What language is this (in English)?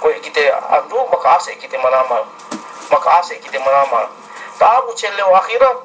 Yakan